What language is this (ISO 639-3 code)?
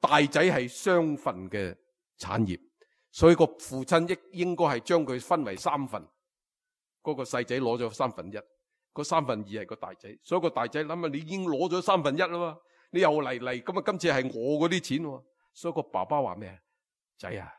yue